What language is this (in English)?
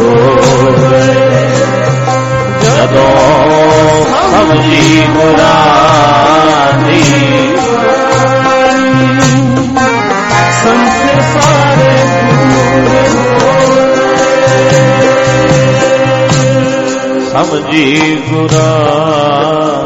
Punjabi